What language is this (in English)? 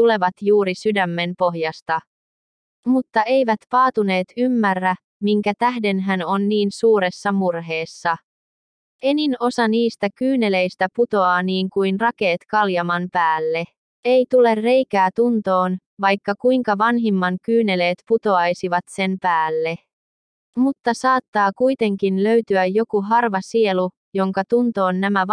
Finnish